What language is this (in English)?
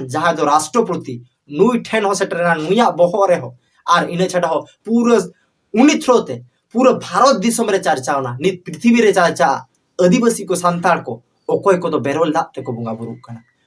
Santali